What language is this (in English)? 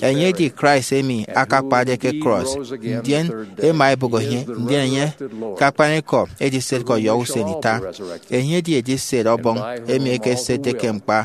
Efik